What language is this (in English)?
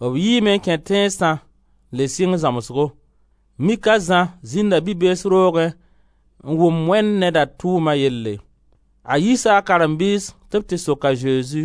Mossi